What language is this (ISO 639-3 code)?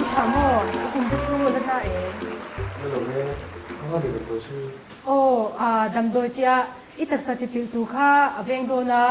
lus